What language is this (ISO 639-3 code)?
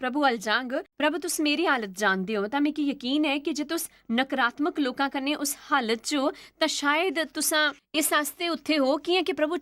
doi